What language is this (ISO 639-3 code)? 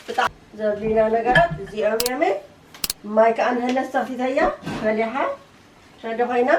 tir